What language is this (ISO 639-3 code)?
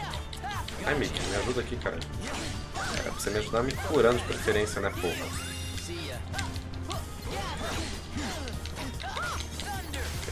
por